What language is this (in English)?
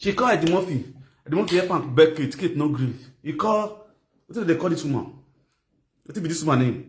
Nigerian Pidgin